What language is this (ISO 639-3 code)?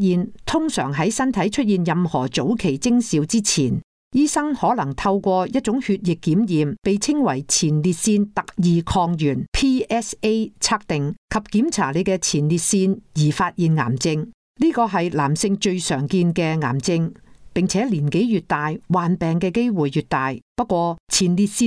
yue